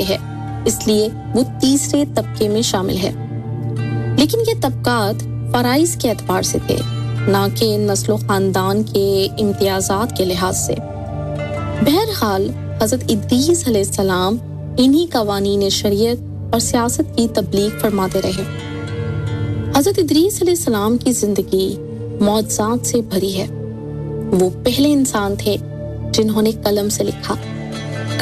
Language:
Urdu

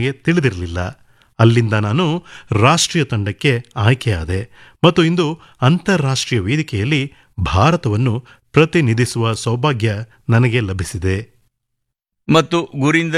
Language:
Kannada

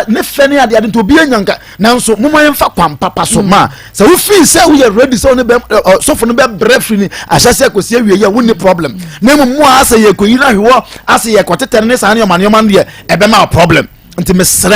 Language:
Akan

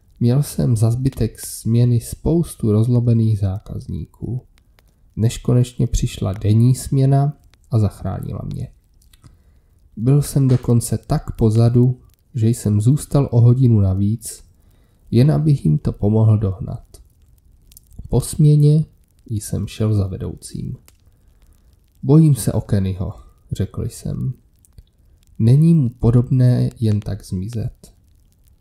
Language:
Czech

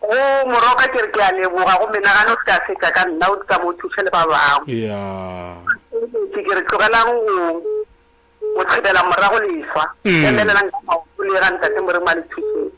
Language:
Northern Sotho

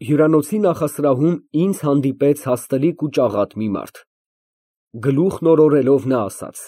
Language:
Armenian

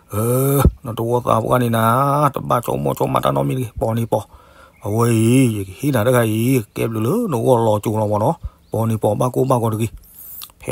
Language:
S'gaw Karen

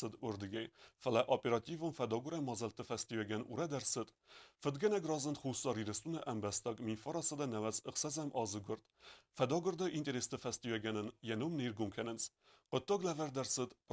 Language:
Ossetic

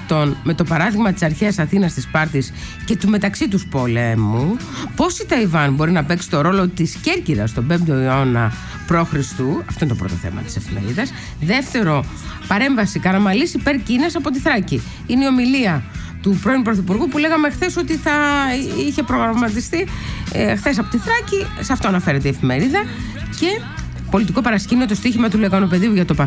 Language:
Greek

